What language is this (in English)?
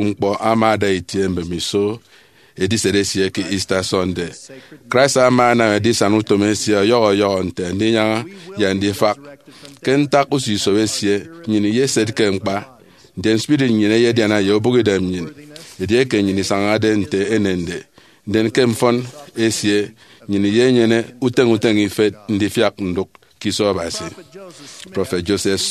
Efik